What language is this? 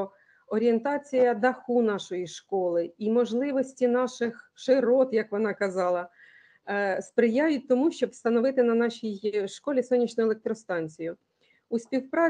Ukrainian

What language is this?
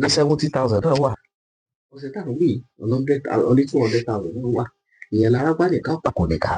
Yoruba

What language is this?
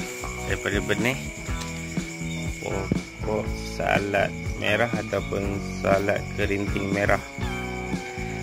Malay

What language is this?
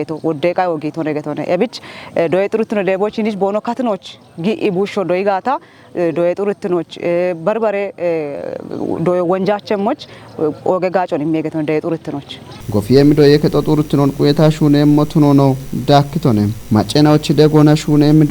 Kafa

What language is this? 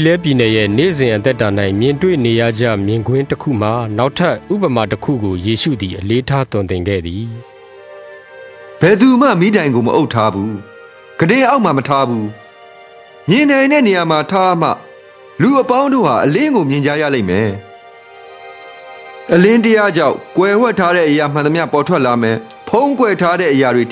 Burmese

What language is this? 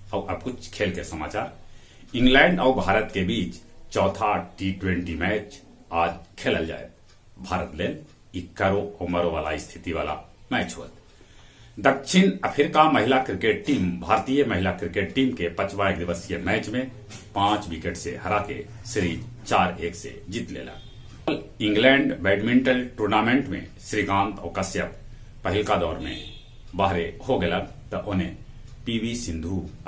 Magahi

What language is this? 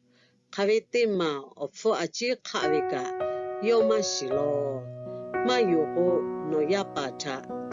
Lahu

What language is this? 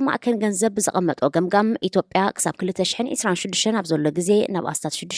Tigrinya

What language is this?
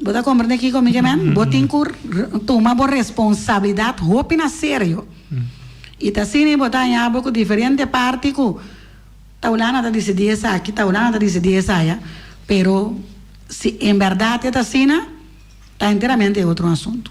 Papiamento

